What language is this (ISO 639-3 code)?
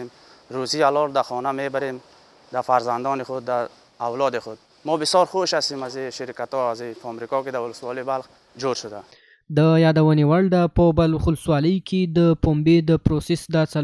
pus